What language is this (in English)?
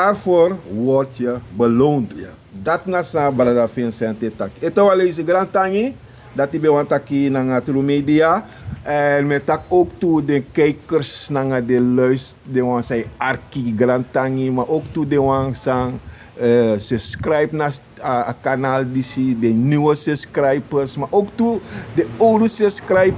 Sranan Tongo